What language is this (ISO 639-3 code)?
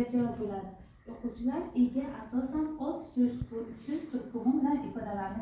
uzb